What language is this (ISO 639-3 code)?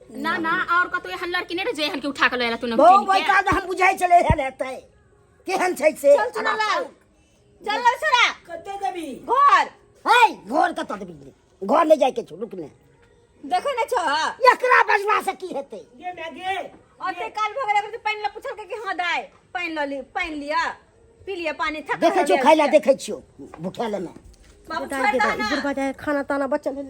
mai